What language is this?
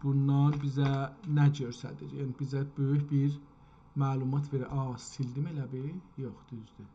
South Azerbaijani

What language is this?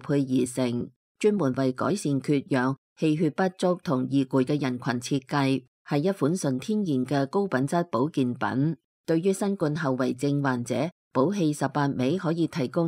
Cantonese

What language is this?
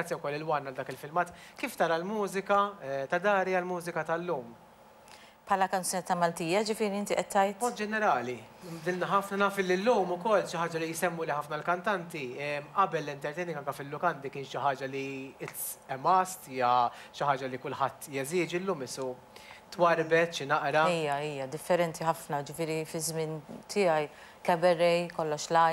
Maltese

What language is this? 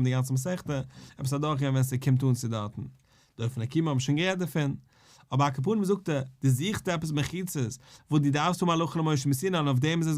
Yiddish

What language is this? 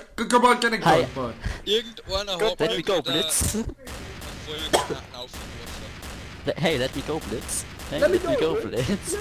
Bavarian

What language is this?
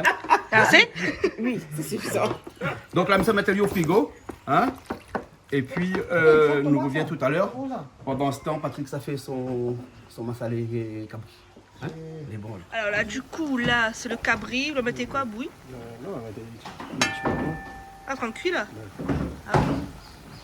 Réunion Creole French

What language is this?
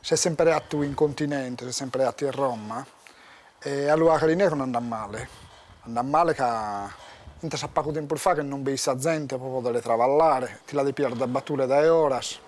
Sardinian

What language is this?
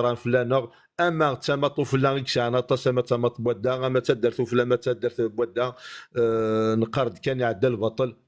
Kabyle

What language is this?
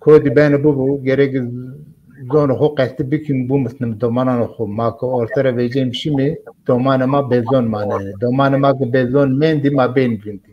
Zaza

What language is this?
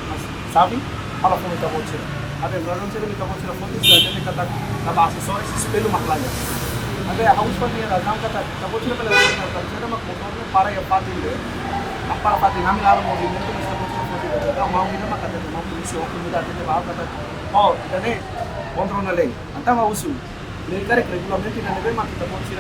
Tetum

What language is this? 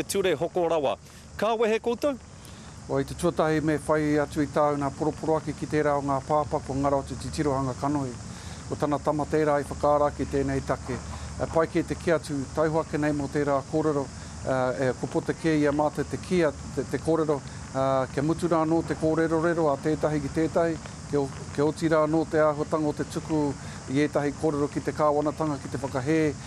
Māori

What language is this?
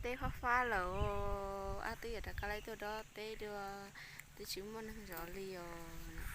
Hmong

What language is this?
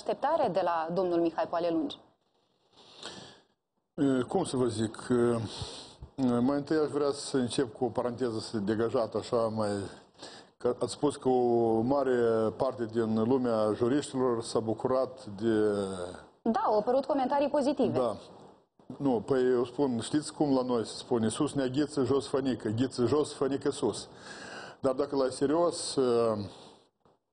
Romanian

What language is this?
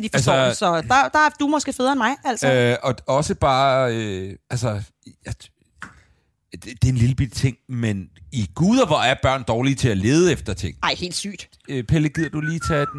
Danish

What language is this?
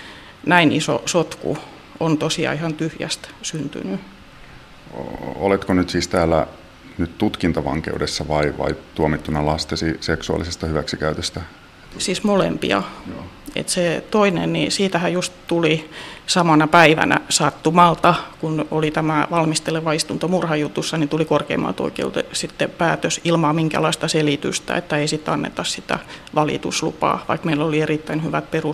Finnish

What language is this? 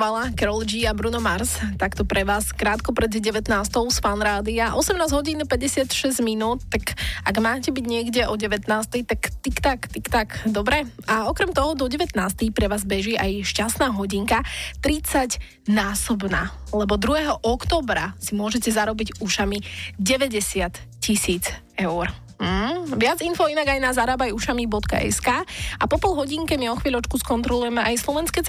Slovak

